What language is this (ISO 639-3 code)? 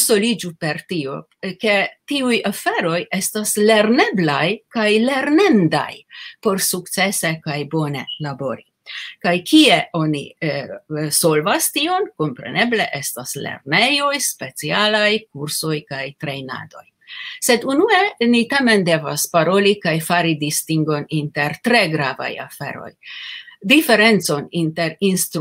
epo